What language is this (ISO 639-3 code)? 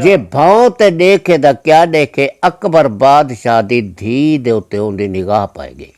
skr